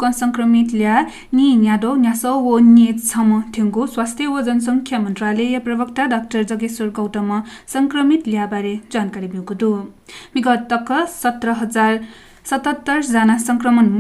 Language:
Newari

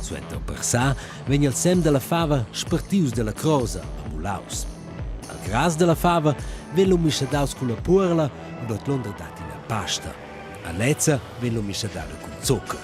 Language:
Romansh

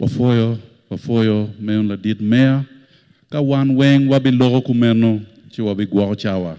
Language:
Acoli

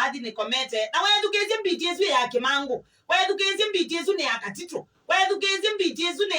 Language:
Kamba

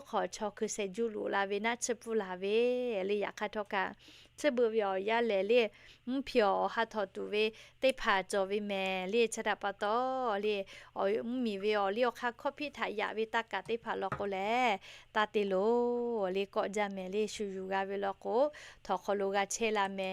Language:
Lahu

